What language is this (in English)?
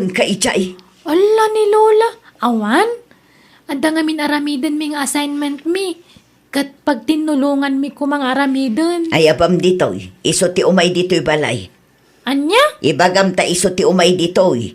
Iloko